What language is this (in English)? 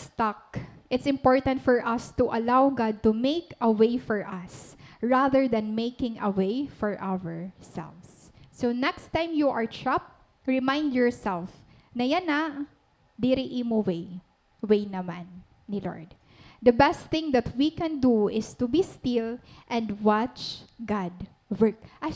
Waray